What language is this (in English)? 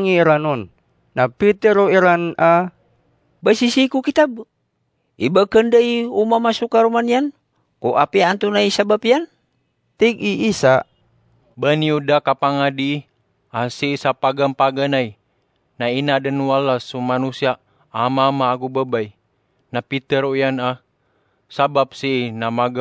Maranao